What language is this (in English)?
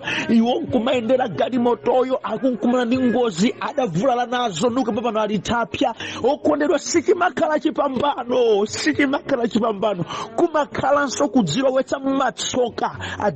Nyanja